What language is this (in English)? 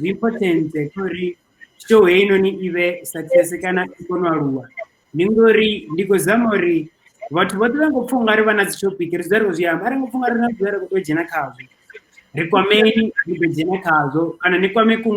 Venda